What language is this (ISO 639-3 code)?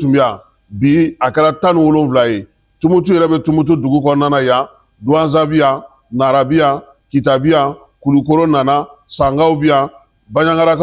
bam